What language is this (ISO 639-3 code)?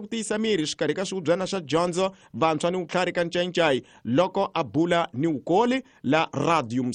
tso